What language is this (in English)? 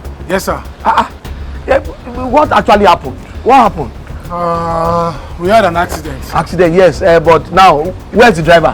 Nigerian Pidgin